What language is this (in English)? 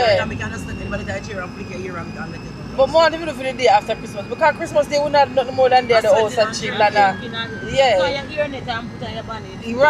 Jamaican Creole English